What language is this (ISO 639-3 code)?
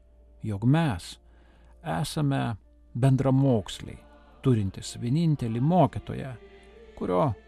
lit